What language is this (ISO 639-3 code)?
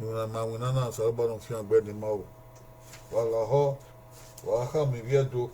bin